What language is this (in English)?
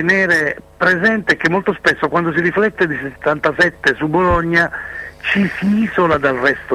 Italian